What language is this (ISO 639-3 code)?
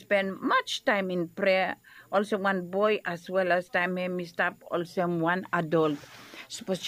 bis